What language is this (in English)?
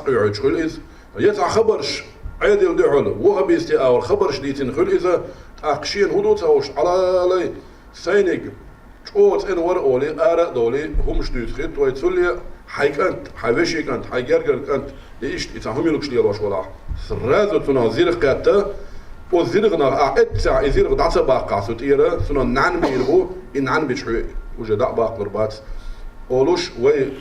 Chechen